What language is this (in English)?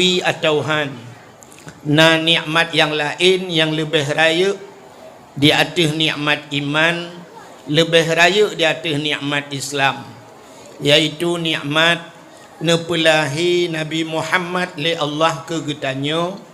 Achinese